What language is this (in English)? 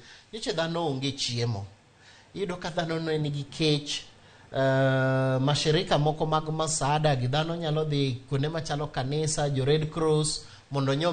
Luo (Kenya and Tanzania)